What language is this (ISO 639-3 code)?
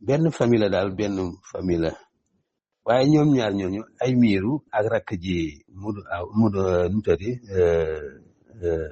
wol